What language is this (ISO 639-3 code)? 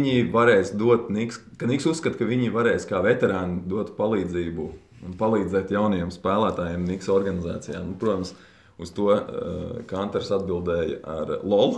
lav